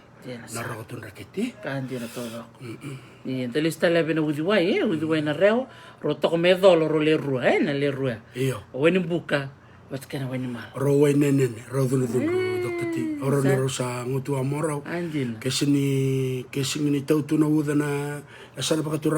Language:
Fijian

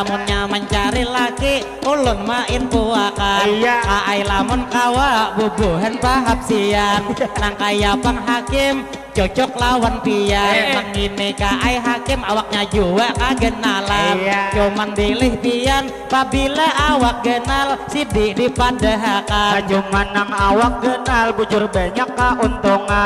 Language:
Banjar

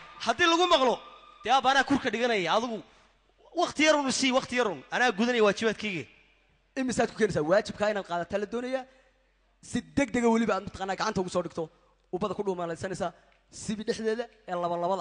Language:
Somali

